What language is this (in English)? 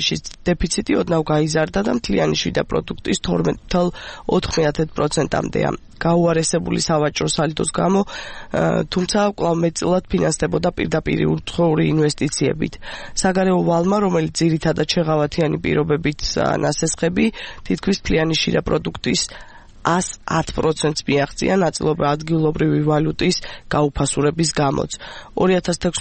Georgian